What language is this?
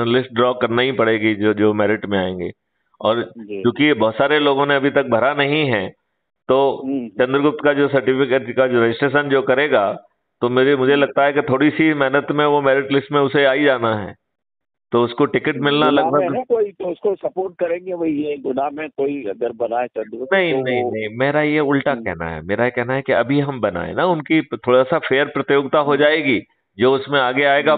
Hindi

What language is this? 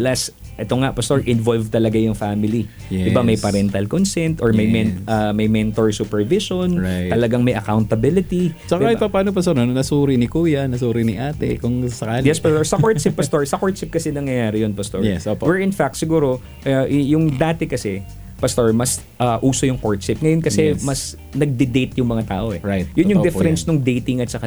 Filipino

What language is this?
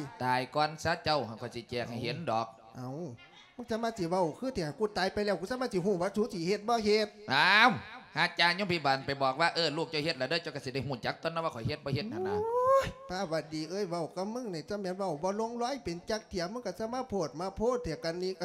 Lao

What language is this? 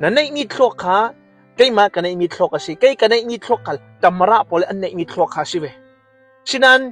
Hakha Chin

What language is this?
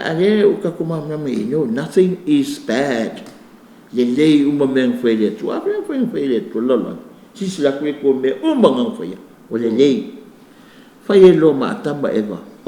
Samoan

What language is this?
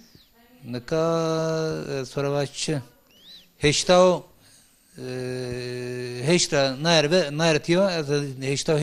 Zaza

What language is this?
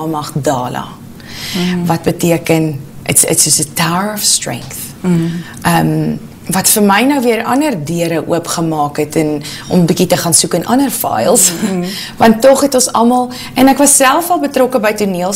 Afrikaans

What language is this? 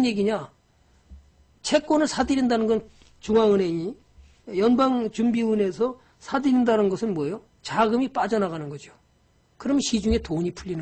Korean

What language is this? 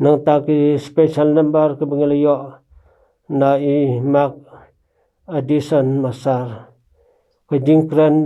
Khasi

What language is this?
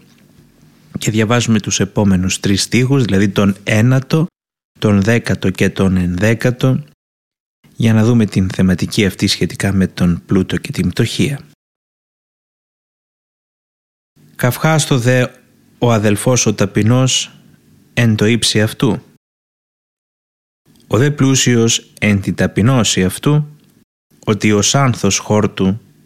Greek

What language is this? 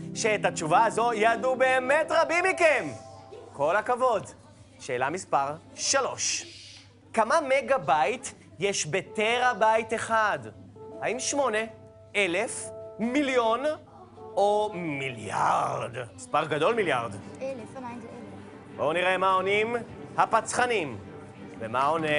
Hebrew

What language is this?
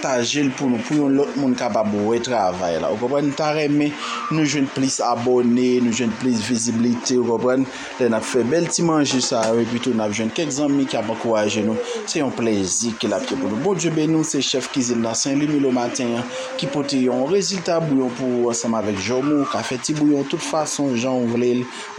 Haitian Creole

